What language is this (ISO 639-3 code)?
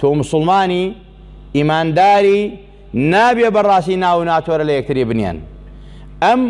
ckb